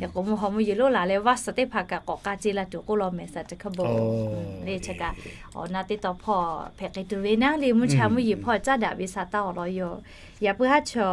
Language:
Lahu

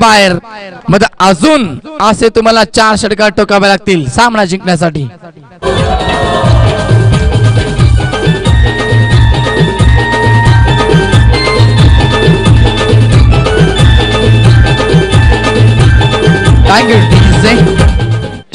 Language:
Marathi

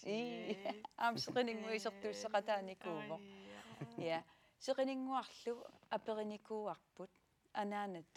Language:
Kalaallisut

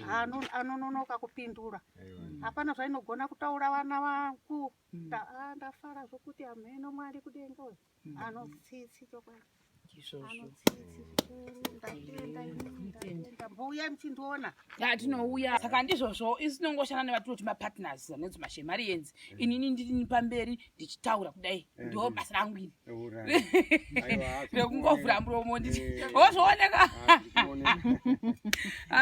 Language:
Shona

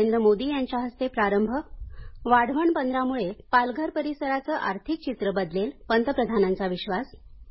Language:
Marathi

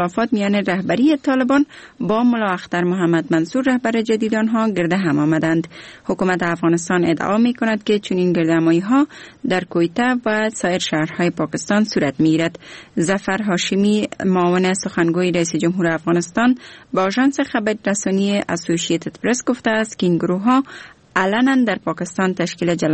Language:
Persian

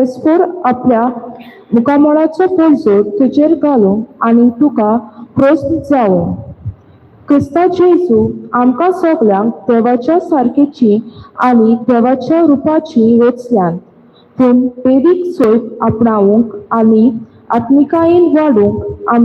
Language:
Konkani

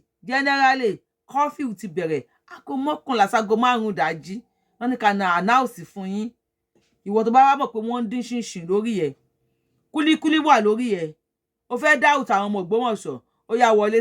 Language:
Yoruba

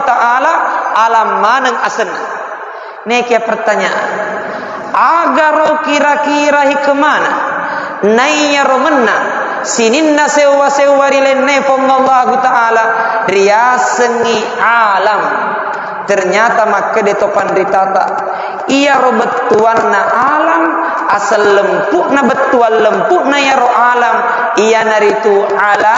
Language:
Buginese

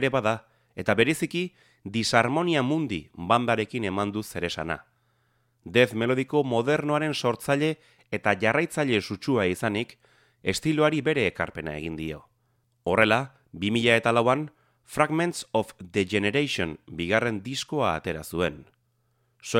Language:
Basque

